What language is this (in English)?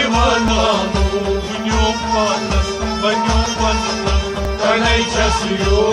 Kashmiri